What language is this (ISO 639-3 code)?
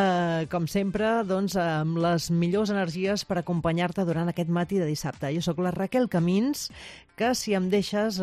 cat